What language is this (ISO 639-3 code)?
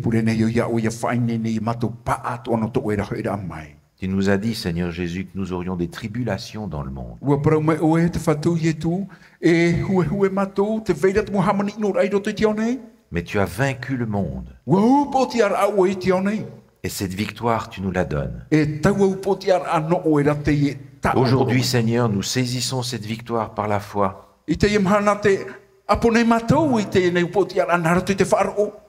tah